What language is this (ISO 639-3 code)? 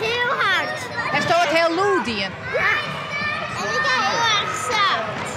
fry